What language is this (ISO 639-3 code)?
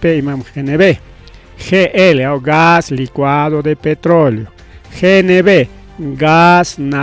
quy